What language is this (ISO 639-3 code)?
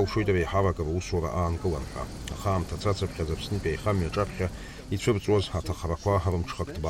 abk